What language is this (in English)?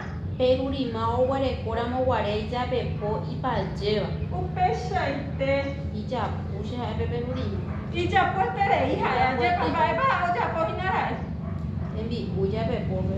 Guarani